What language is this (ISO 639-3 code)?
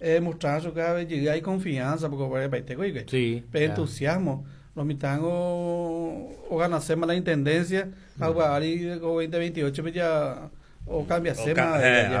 grn